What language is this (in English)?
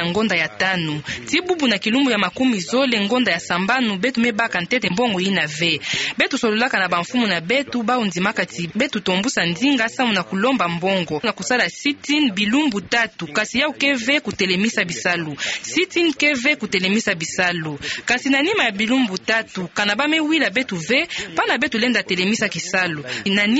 Kituba (Democratic Republic of Congo)